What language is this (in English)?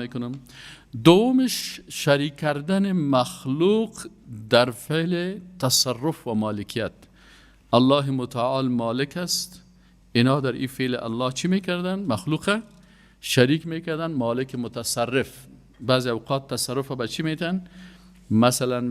Persian